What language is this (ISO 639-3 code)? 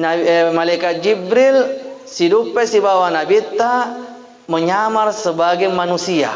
bug